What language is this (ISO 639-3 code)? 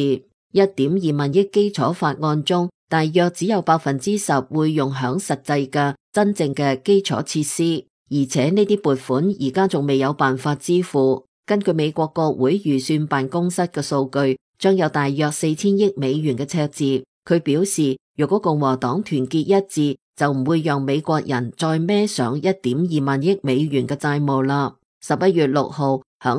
yue